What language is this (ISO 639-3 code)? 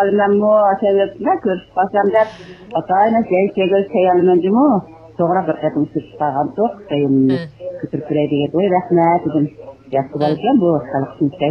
uig